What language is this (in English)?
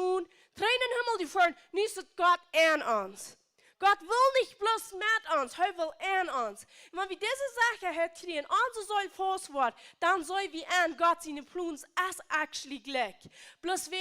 Plautdietsch